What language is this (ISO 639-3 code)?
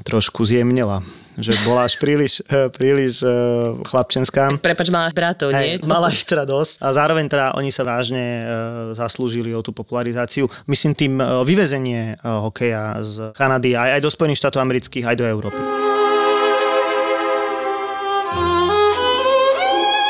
slk